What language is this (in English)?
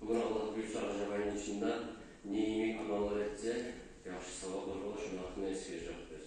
Kumyk